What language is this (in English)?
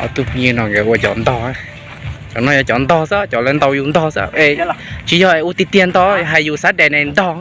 Hmong